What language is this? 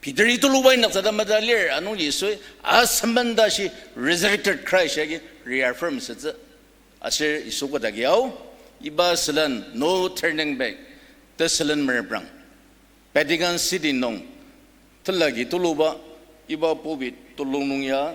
Ao Naga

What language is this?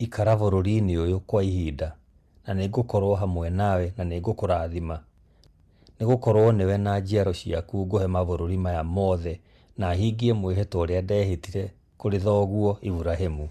Kikuyu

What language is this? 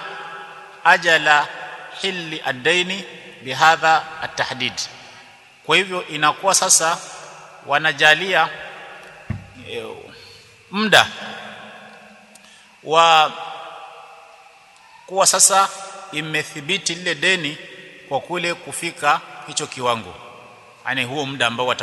Swahili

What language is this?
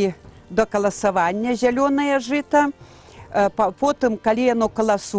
Belarusian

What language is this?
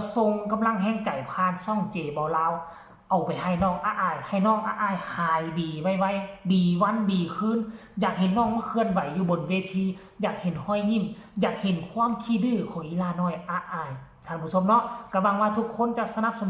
Northeastern Thai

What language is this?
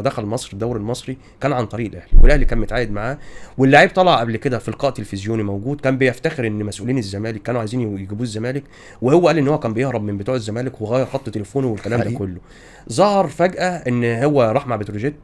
Egyptian Arabic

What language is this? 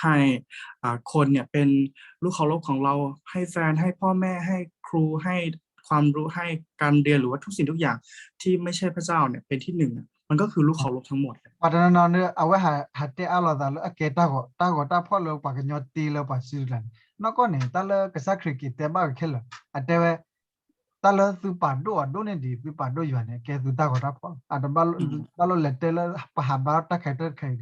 S'gaw Karen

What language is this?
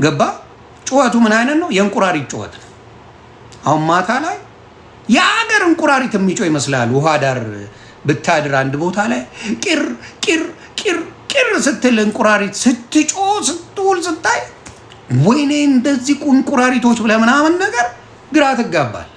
Amharic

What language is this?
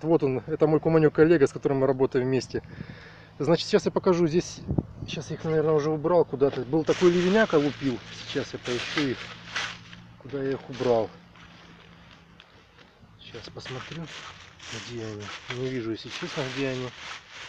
Russian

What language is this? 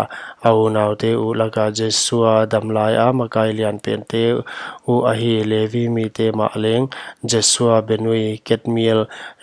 Paite Chin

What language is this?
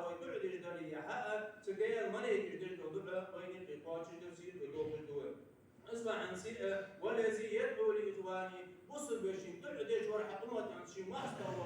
Ingush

